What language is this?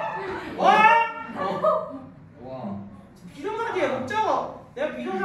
Korean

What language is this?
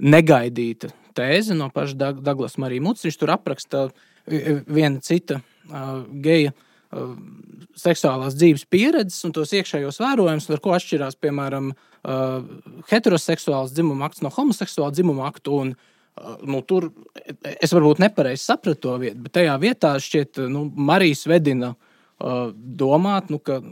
Latvian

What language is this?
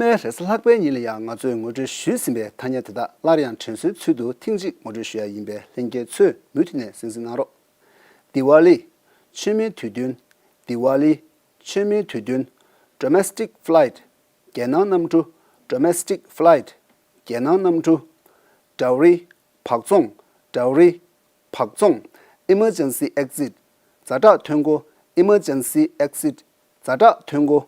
Tibetan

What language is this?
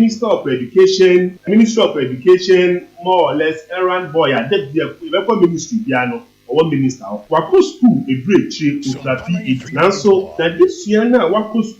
Akan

